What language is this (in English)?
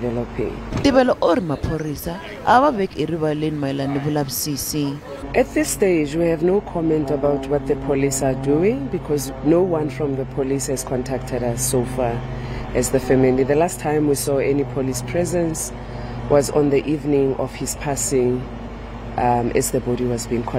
Tsonga